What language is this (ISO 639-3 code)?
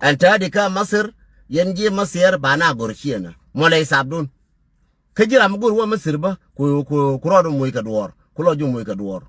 nus